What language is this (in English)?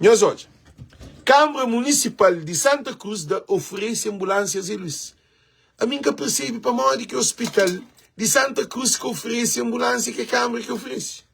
Kabuverdianu